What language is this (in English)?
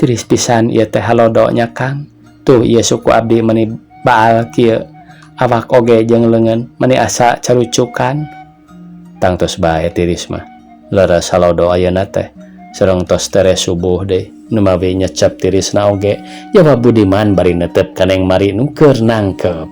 Sundanese